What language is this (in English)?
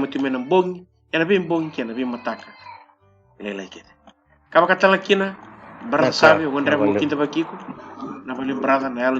Fijian